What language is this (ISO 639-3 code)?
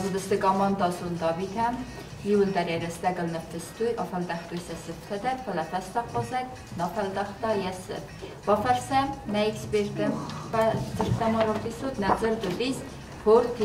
oss